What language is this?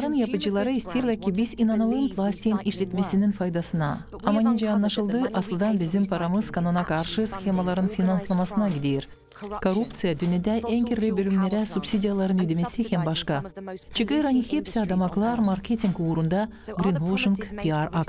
Gagauz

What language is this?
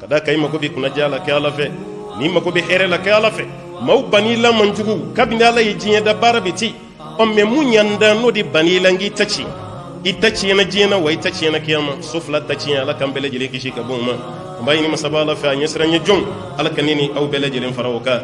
Bambara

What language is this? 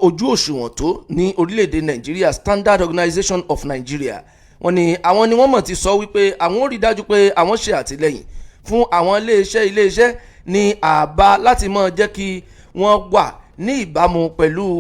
Yoruba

